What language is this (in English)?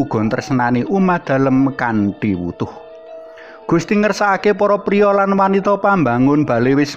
Javanese